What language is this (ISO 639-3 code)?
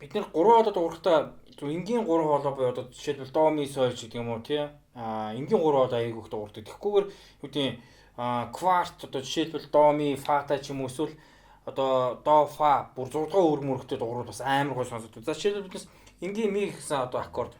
mon